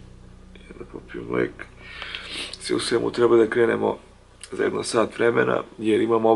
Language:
Serbian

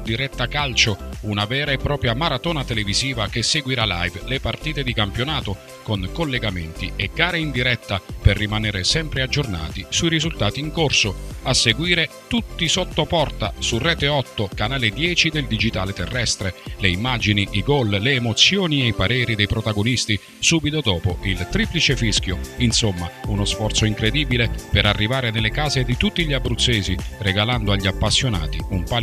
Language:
Italian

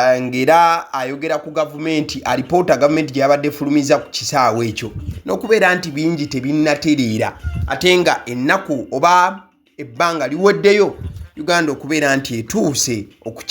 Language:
Ganda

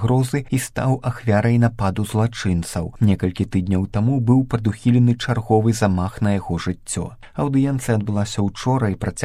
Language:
Belarusian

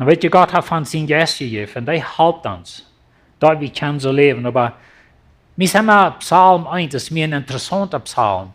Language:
Plautdietsch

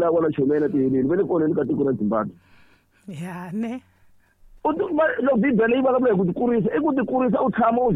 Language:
Tsonga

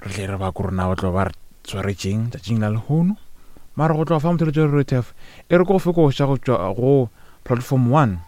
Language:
Northern Sotho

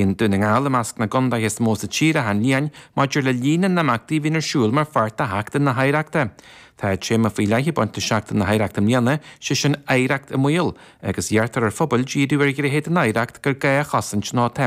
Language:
Irish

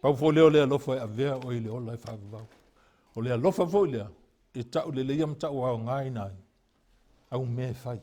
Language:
Samoan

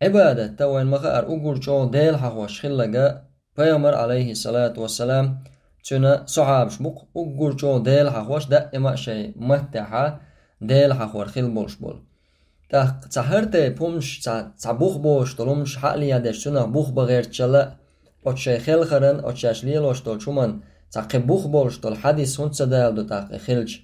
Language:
Chechen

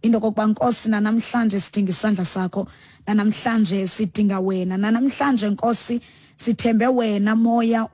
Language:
Xhosa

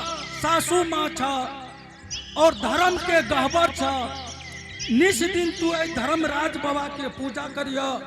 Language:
Angika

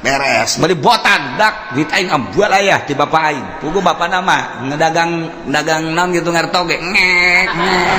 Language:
Sundanese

